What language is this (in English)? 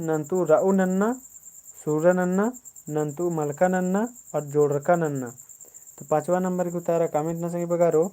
Kurukh